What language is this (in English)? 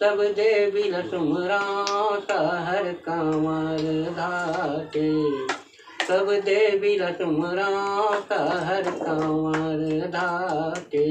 Chhattisgarhi